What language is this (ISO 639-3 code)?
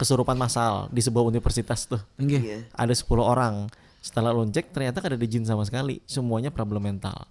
bjn